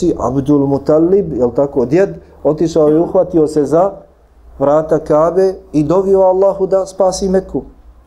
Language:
Bosnian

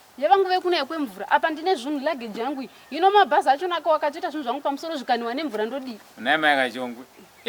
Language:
Shona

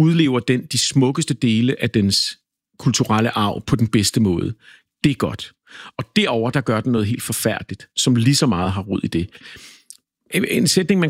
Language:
Danish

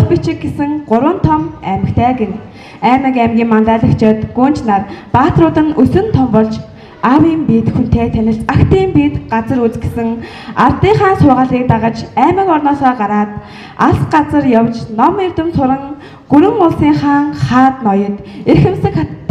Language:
Mongolian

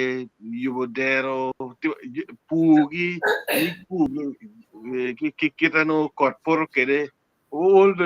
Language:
Acoli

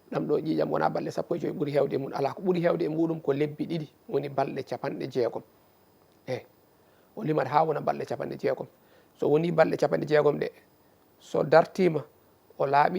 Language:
Fula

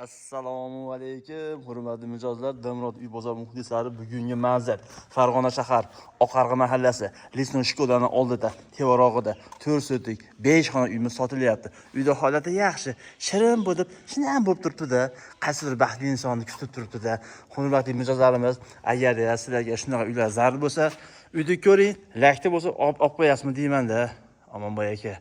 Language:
Uzbek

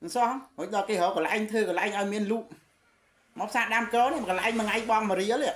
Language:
Khmer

